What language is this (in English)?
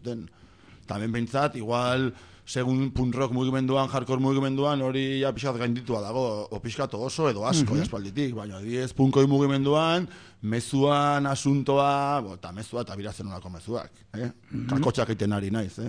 Basque